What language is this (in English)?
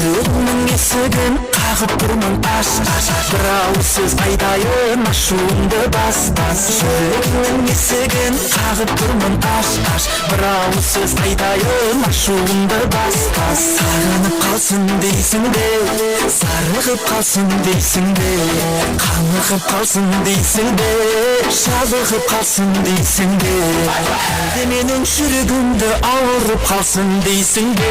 Kara-Kalpak